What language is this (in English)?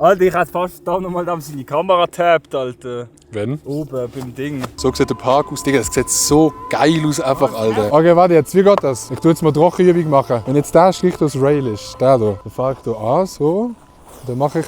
Swiss German